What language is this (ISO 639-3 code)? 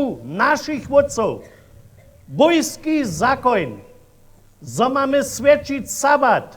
hsb